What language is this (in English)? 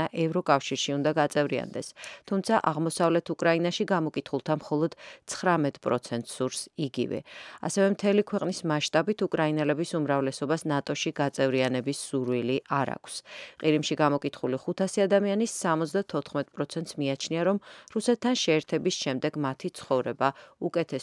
Georgian